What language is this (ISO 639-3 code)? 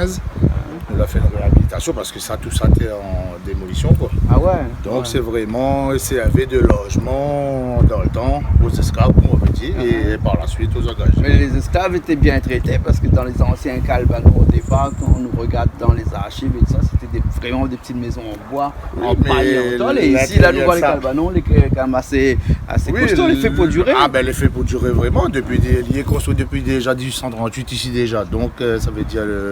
rcf